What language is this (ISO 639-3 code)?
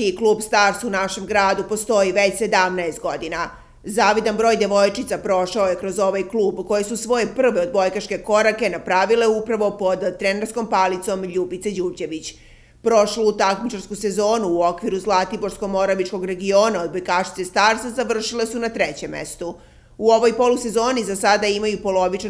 srp